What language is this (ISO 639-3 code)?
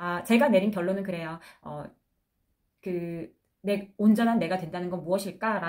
kor